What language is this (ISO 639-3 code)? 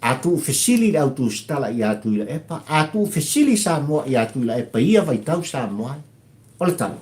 smo